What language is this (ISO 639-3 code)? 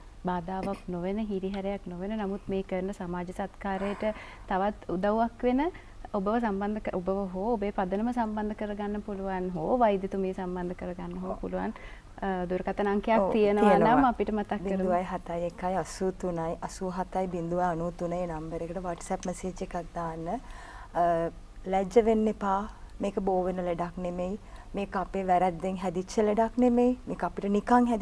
sin